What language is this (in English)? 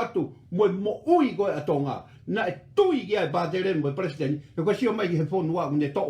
Tongan